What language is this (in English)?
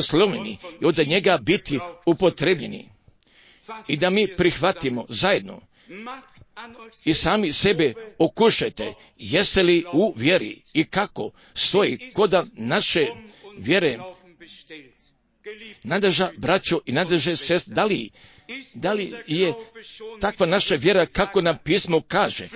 Croatian